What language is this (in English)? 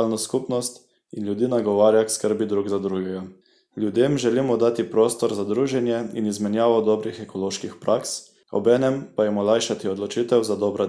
Slovenian